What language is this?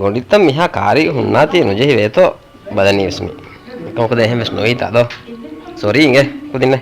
Divehi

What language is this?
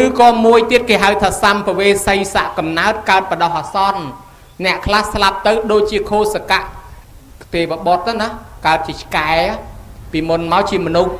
Khmer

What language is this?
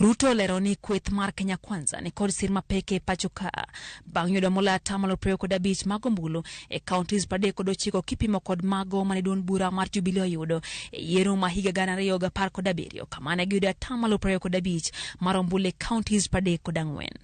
Luo (Kenya and Tanzania)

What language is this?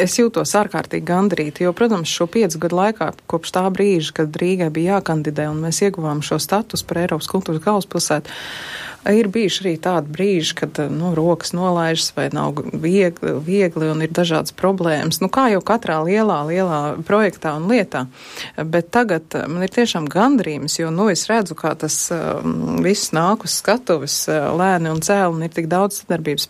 Latvian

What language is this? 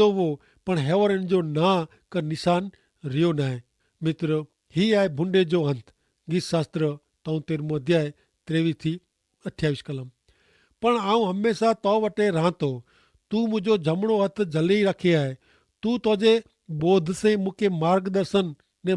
Kachhi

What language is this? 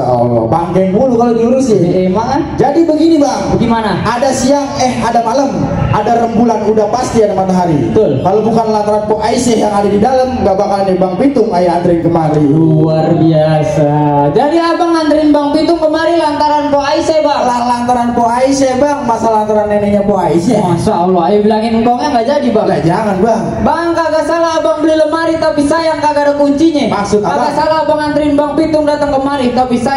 Betawi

